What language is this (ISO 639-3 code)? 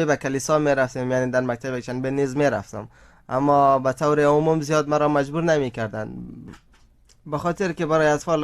fas